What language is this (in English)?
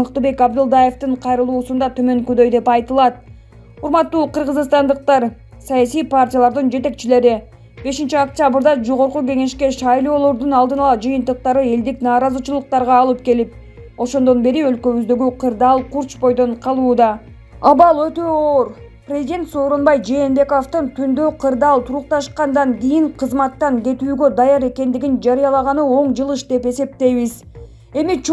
Kyrgyz